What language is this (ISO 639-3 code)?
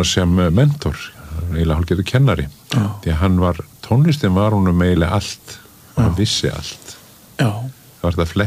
isl